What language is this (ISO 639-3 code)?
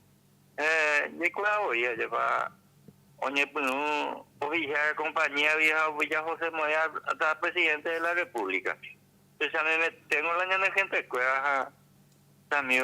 grn